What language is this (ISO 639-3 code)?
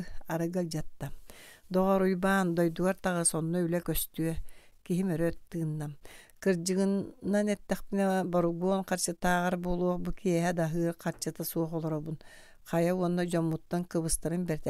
sah